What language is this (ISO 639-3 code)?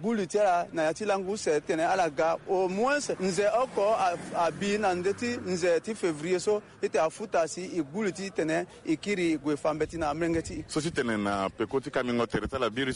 sag